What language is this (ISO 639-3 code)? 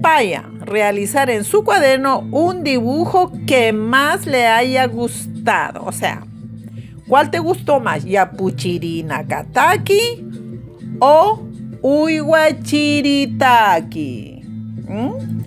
aym